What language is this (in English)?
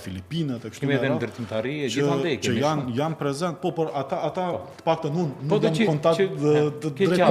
Albanian